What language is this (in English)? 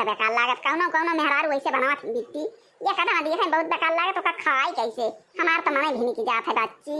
Awadhi